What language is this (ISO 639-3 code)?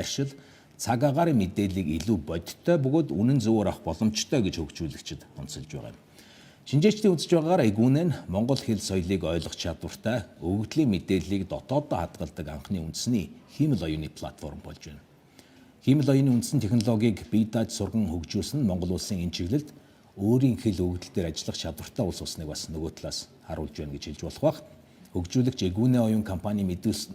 mon